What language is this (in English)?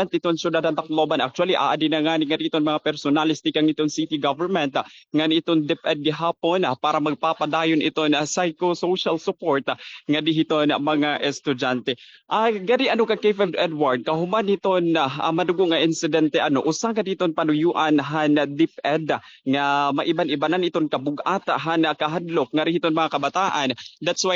Waray